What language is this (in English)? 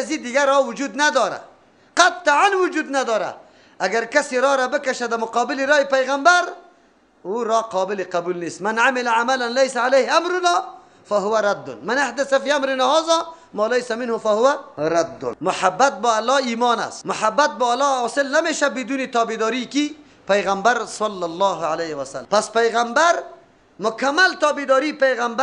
Persian